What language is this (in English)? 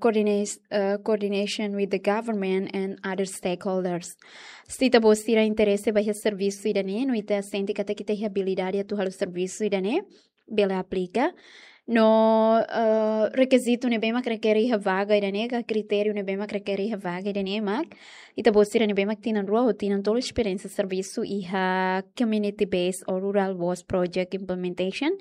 Tetum